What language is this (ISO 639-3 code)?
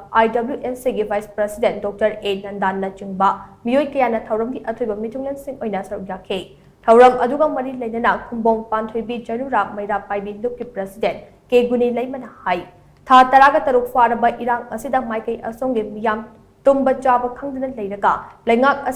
mni